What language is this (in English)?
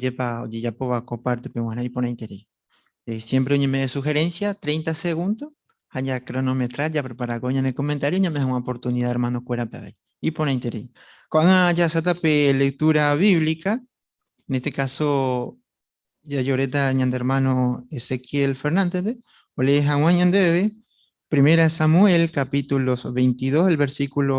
Guarani